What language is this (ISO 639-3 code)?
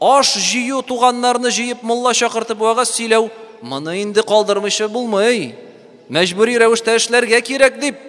tat